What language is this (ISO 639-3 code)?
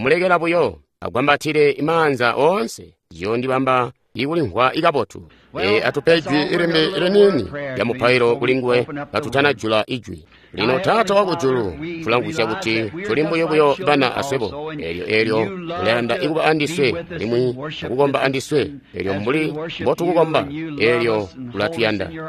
toi